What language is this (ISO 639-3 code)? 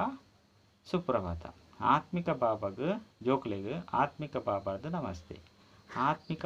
tcy